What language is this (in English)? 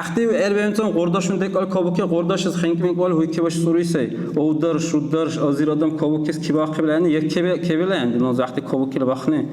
Dargwa